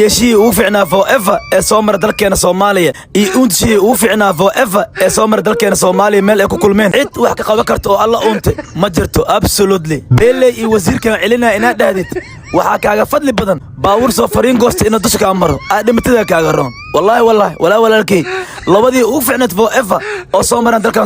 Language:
Somali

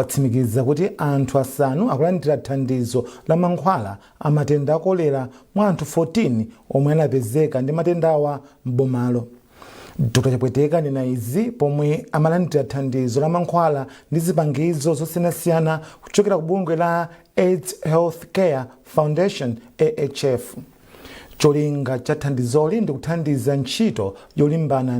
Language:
Nyanja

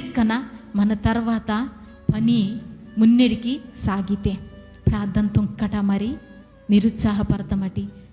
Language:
Koya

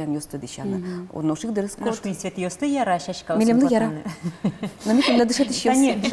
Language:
Udmurt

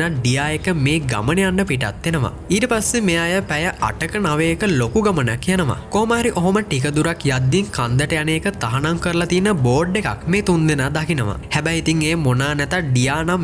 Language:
Sinhala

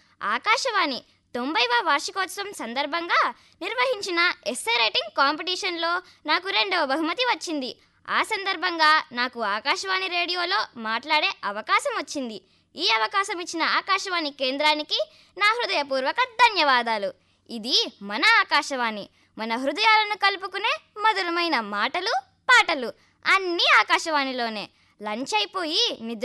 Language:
Telugu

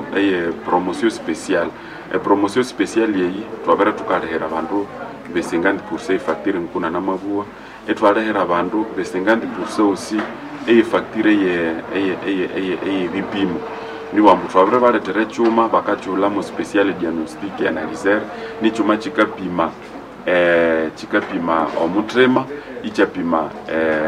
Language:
Nande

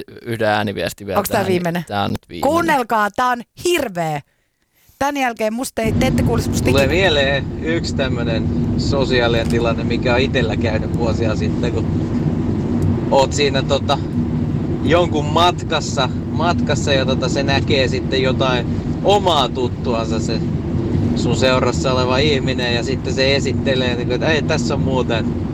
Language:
Finnish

